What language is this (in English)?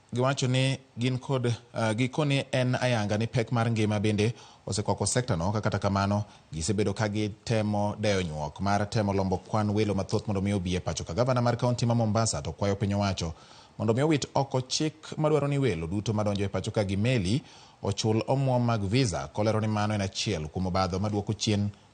Luo (Kenya and Tanzania)